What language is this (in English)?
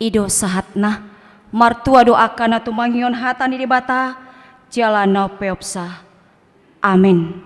Batak Toba